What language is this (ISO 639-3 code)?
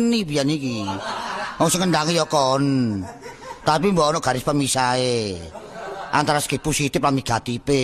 jav